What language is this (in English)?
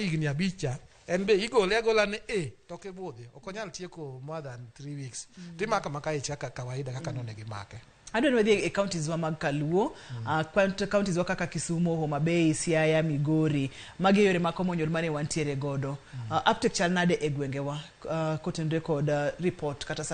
Luo (Kenya and Tanzania)